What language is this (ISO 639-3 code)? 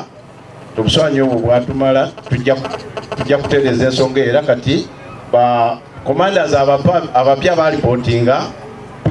lug